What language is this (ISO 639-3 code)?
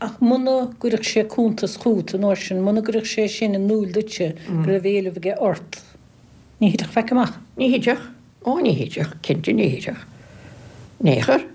gle